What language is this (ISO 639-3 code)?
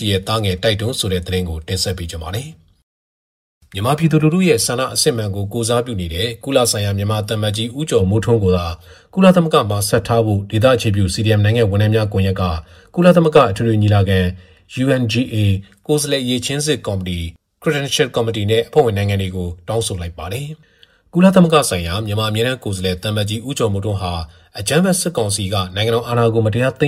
mya